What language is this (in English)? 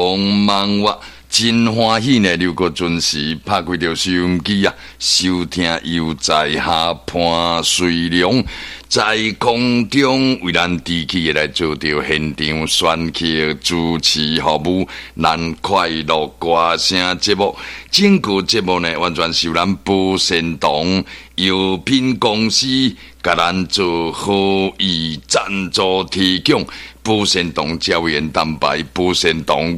Min Nan Chinese